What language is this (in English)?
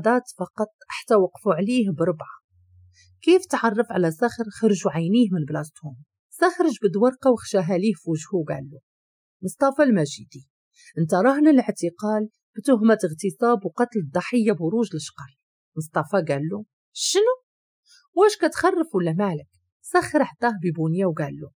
Moroccan Arabic